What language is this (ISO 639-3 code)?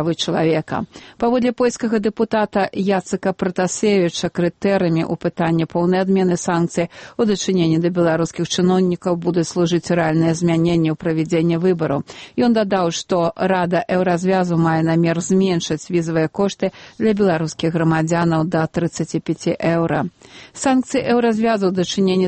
bel